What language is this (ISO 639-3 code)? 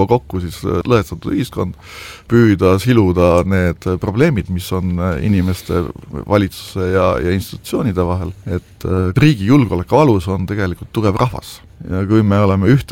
est